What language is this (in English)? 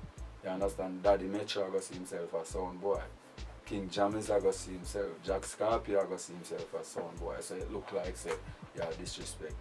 Jamaican Creole English